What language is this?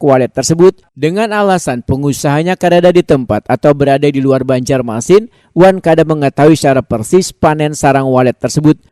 Banjar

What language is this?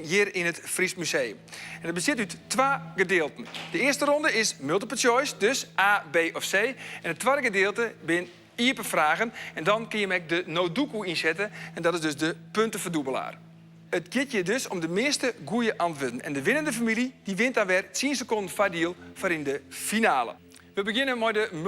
Western Frisian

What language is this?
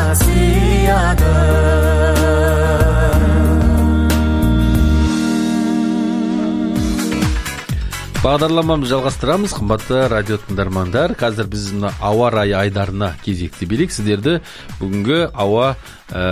Kazakh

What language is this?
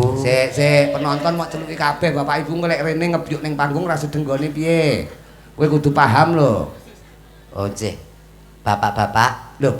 Javanese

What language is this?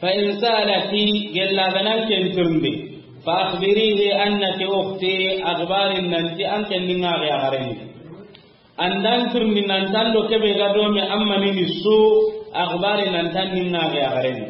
Soninke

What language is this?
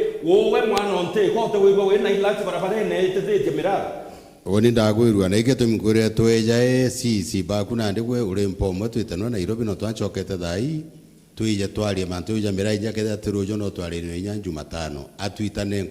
Meru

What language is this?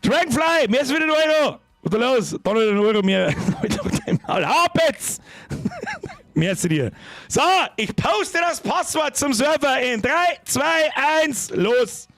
Bavarian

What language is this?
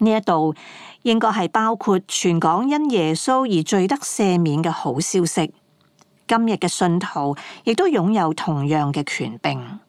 Cantonese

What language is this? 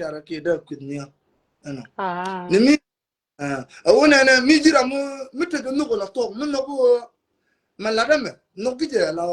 Nuer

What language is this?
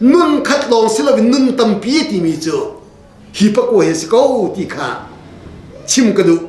Hakha Chin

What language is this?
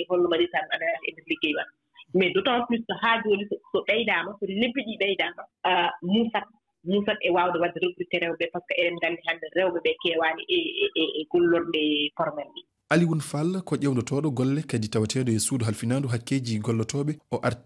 Fula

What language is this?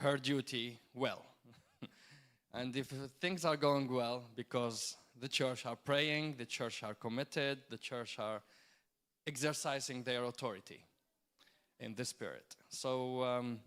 English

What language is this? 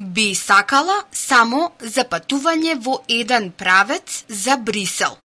Macedonian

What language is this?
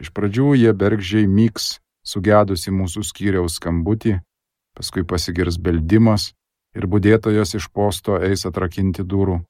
Lithuanian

